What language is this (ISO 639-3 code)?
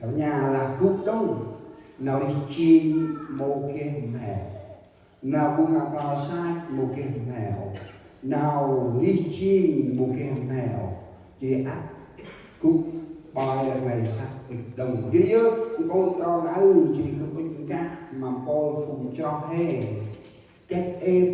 cmo